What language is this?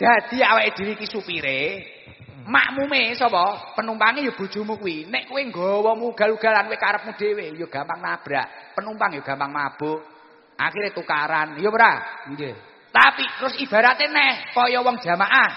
Javanese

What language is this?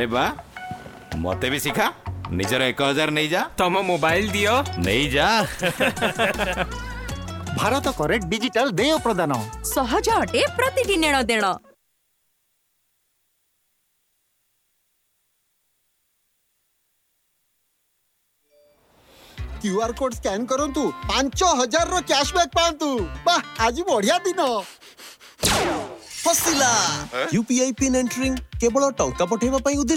Odia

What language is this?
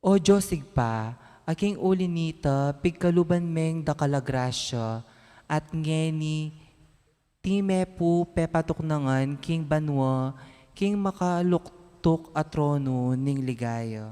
Pampanga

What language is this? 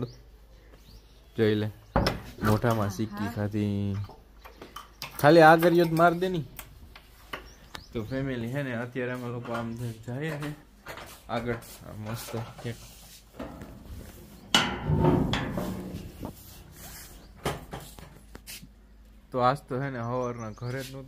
Gujarati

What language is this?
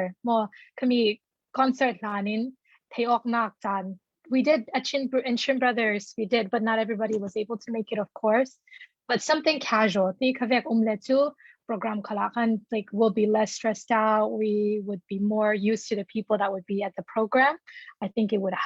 Falam Chin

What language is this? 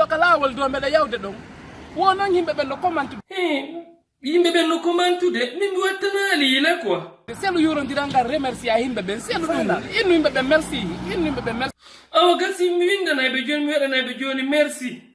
Fula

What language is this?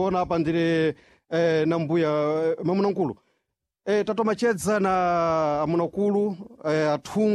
Sena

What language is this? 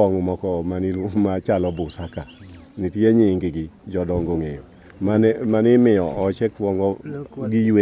Luo (Kenya and Tanzania)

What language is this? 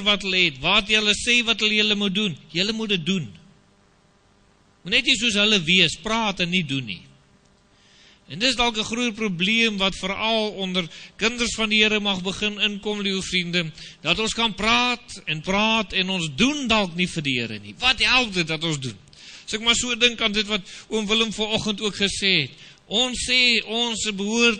Afrikaans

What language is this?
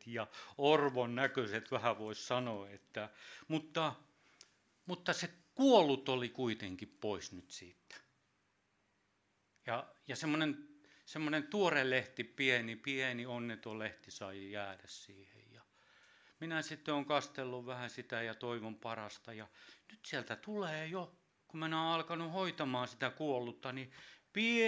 Finnish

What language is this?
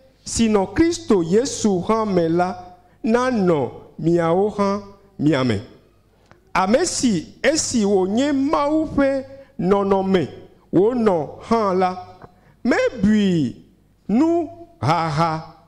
Ewe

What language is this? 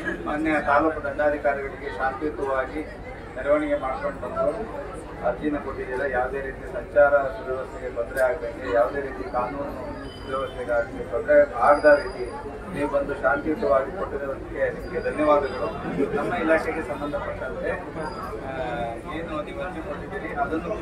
Kannada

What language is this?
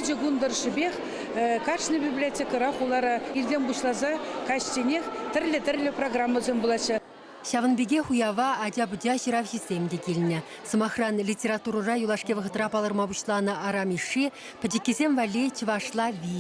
Chuvash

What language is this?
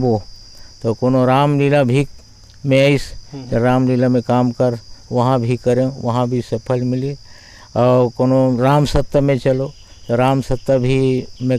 Chhattisgarhi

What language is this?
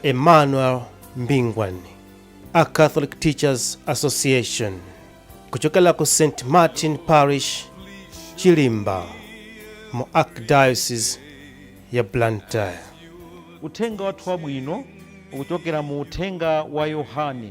Nyanja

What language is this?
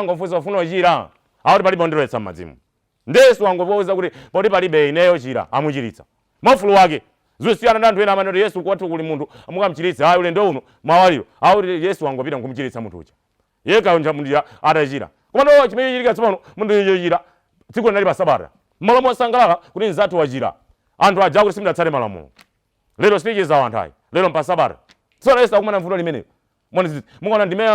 Nyanja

